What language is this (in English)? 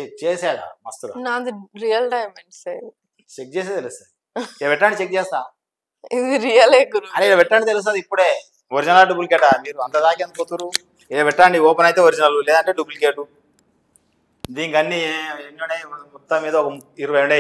Telugu